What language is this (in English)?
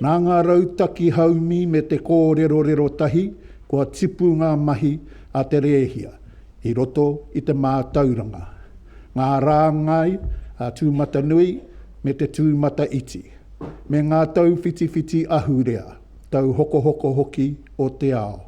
Māori